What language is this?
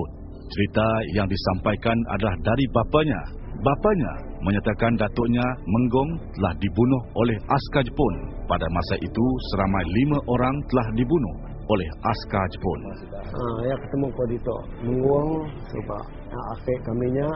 Malay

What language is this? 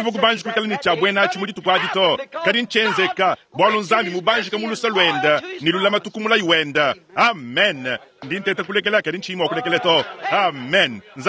Luba-Lulua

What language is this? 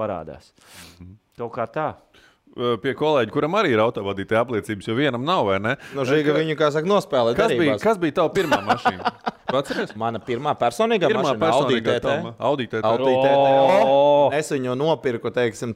Latvian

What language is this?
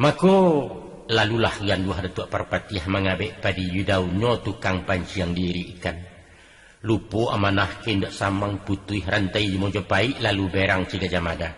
Minangkabau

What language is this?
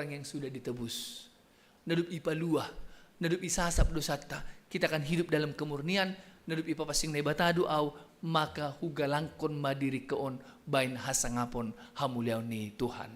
Batak Simalungun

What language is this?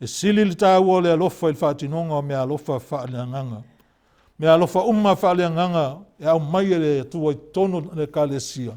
Samoan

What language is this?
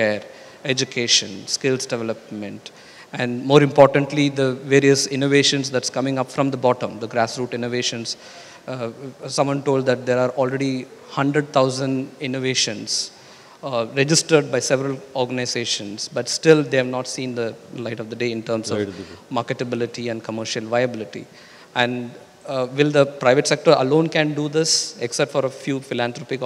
English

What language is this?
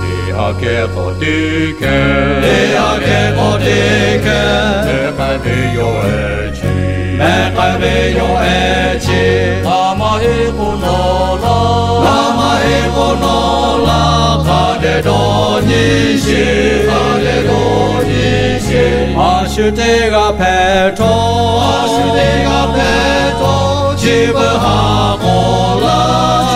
Lahu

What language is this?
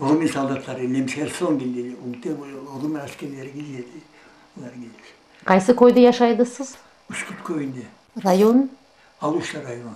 Crimean Tatar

